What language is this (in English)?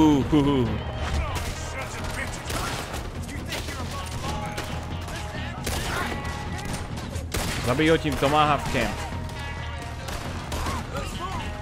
Czech